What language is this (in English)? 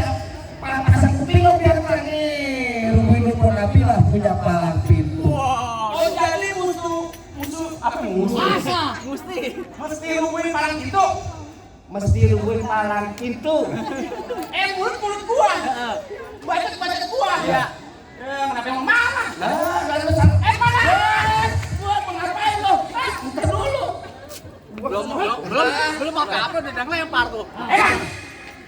Betawi